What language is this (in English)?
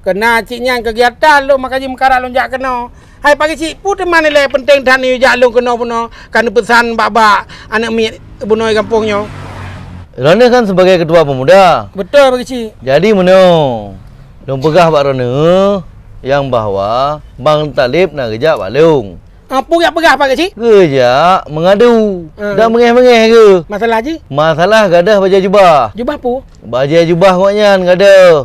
Achinese